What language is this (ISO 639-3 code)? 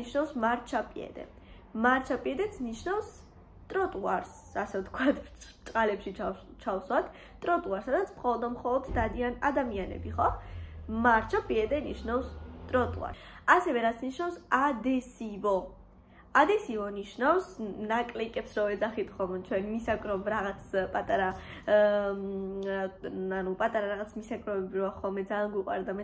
kat